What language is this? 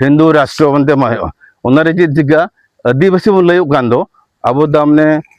Santali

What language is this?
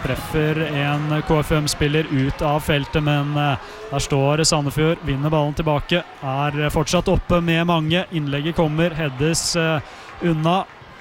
Norwegian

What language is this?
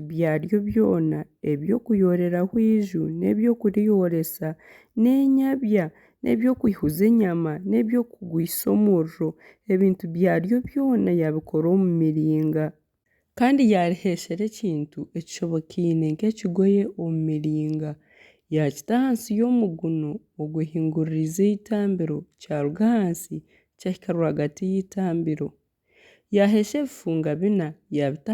Nyankole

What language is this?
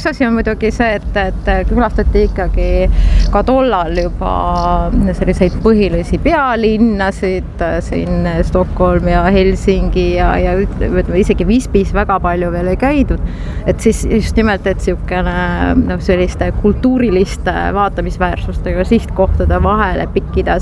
Estonian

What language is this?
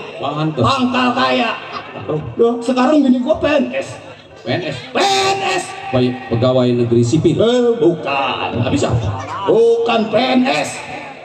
Betawi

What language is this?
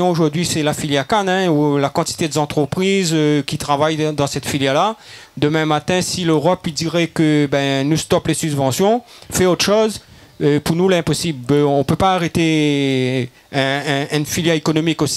Réunion Creole French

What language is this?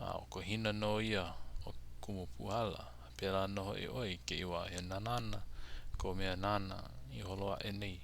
Hawaiian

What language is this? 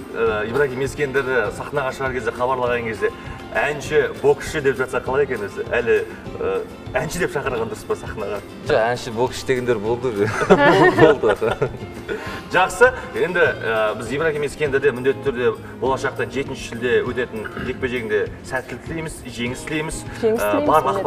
Kazakh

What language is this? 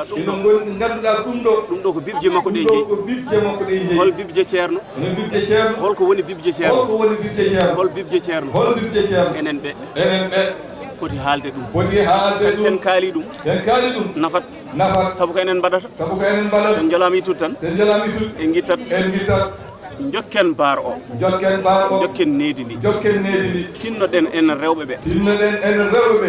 Fula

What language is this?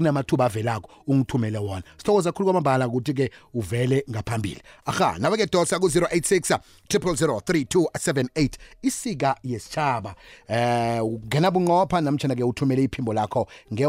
South Ndebele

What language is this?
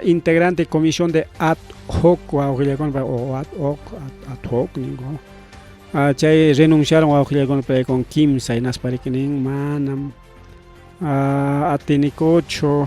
Ayacucho Quechua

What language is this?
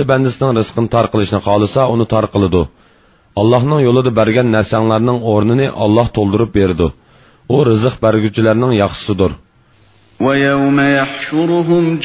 Uyghur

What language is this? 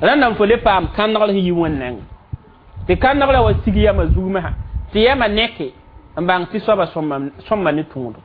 Mossi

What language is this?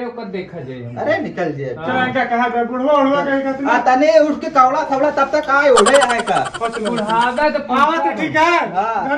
Awadhi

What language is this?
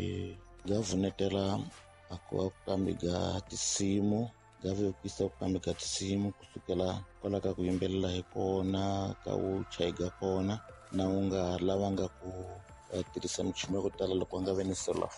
Tsonga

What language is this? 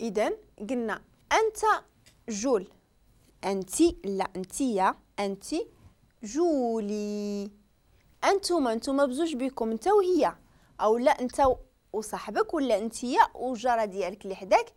Moroccan Arabic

